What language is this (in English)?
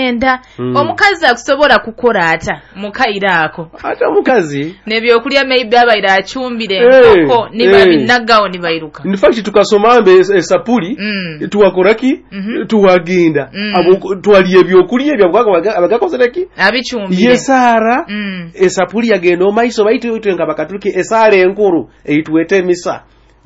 Nyoro